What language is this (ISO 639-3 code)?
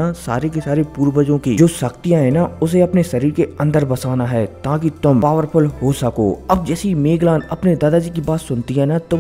hin